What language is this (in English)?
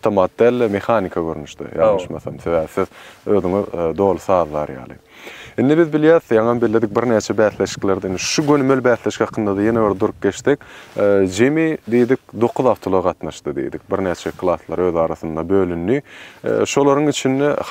Turkmen